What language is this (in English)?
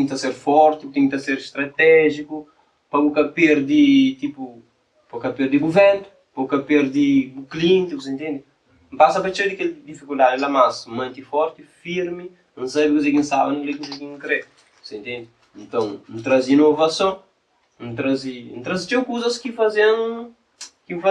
Kabuverdianu